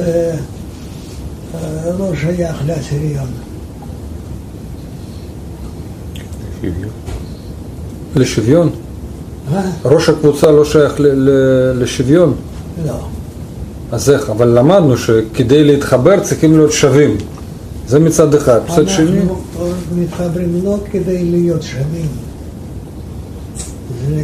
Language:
Hebrew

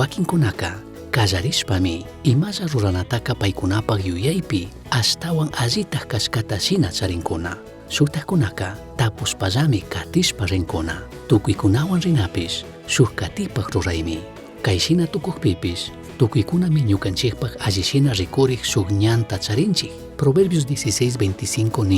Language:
Chimborazo Highland Quichua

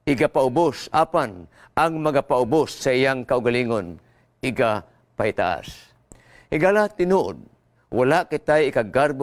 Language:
Cebuano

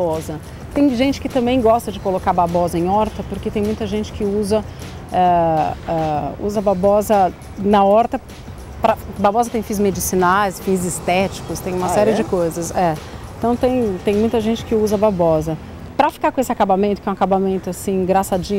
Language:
Portuguese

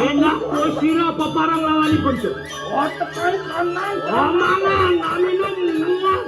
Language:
Balinese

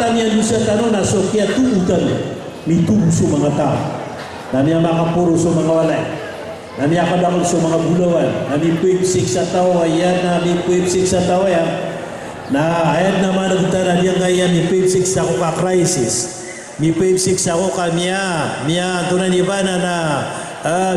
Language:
Maranao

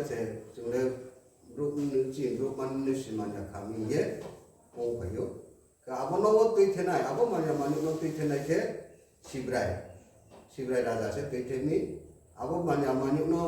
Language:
Riang (India)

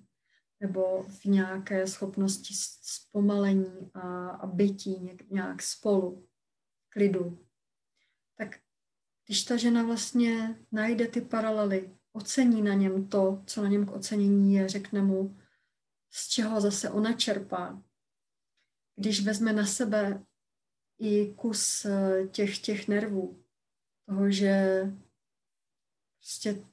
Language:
Czech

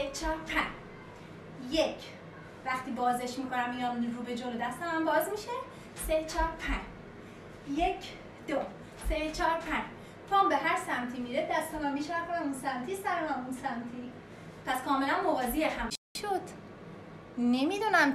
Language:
Persian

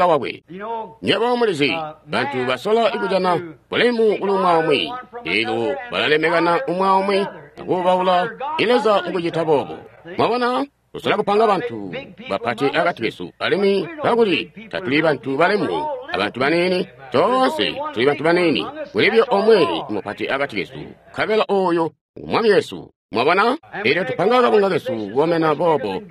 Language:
Tonga (Zambia)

